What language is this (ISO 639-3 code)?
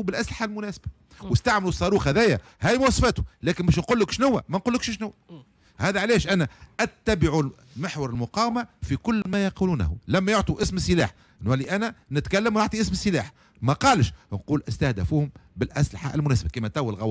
aeb